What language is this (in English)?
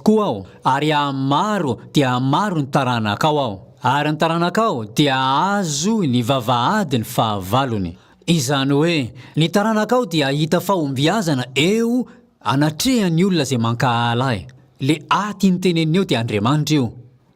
Malagasy